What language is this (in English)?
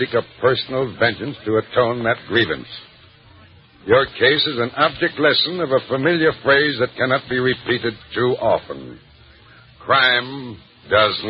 English